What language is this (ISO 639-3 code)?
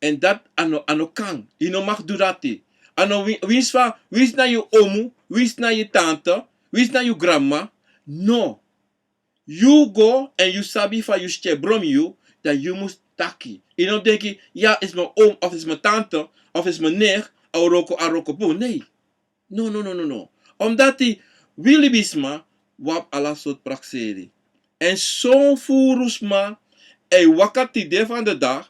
srn